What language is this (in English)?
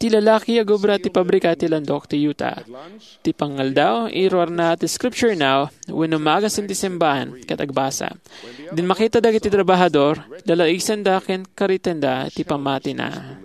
Iloko